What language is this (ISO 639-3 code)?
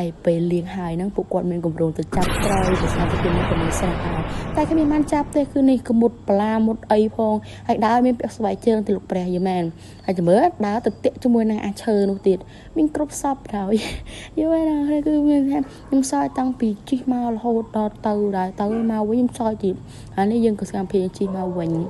khm